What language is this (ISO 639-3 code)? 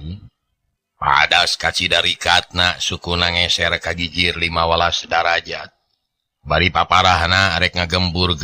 sun